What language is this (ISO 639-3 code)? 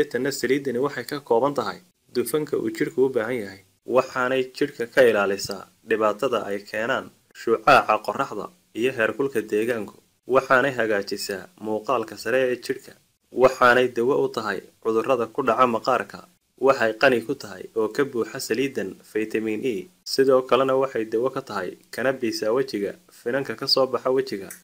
som